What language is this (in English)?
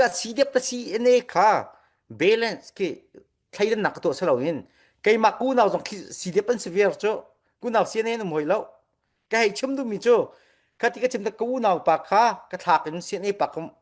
Falam Chin